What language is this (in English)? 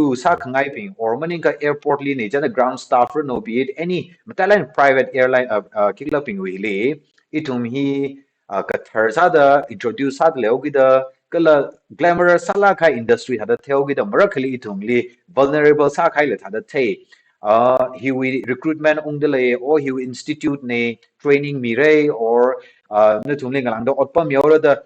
Tangkhul Naga (India)